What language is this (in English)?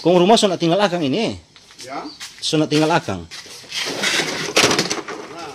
Manado Malay